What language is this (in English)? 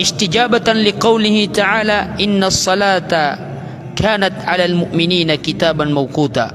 Maranao